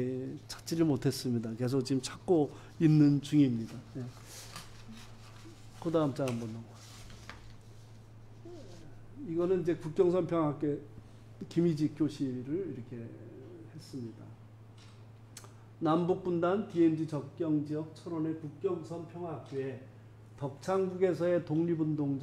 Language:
Korean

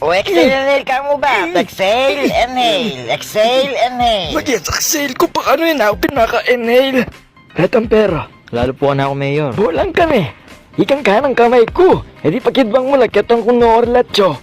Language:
Pampanga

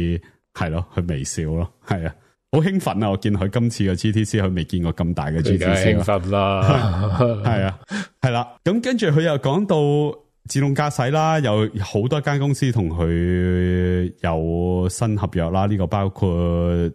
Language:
Cantonese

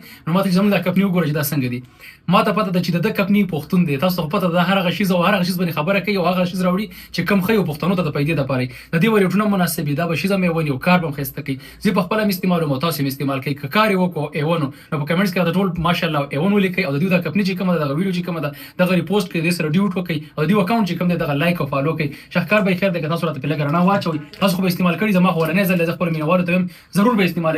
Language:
Pashto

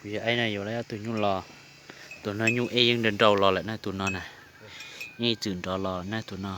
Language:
Hmong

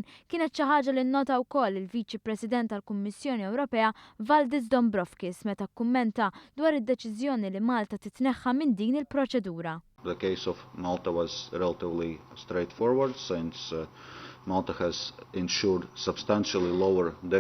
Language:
Maltese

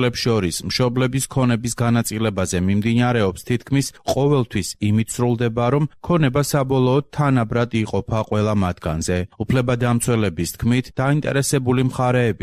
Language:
Georgian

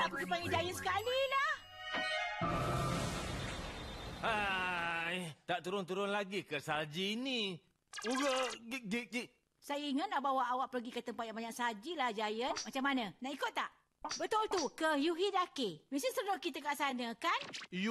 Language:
Malay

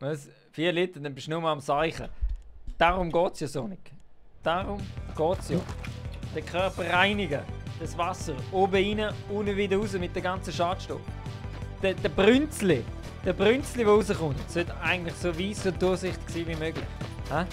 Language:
Swiss German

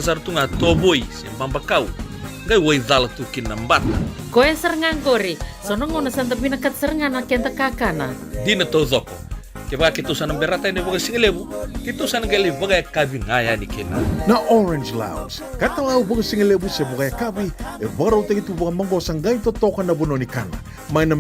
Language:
Fijian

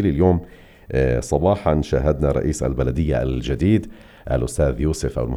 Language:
North Levantine Arabic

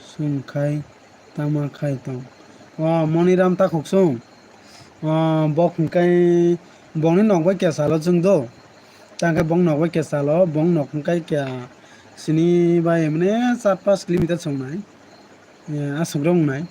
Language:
Kok Borok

